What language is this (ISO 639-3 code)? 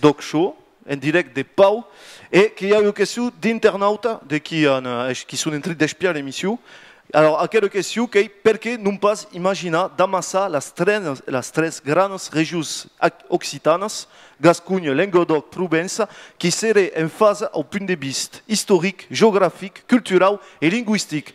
oci